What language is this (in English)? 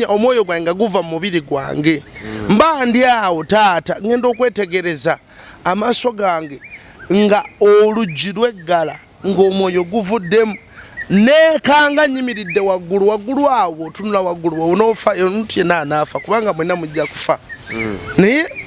Ganda